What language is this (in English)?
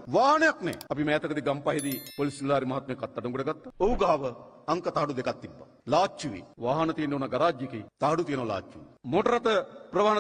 Sinhala